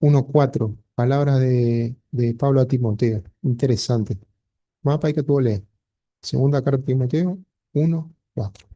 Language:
Guarani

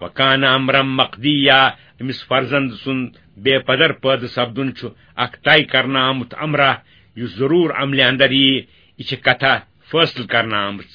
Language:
Kashmiri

